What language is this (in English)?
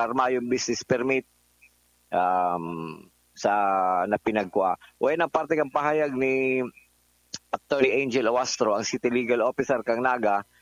Bikol